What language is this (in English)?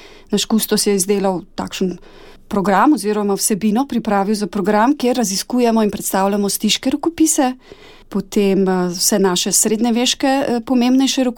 Slovenian